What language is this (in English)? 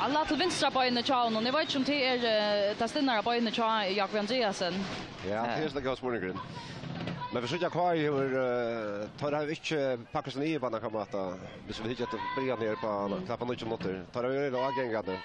Faroese